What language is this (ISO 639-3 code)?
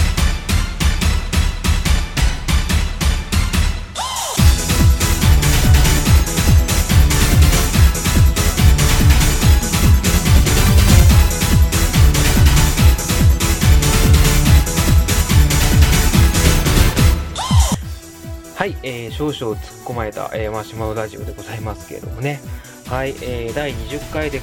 jpn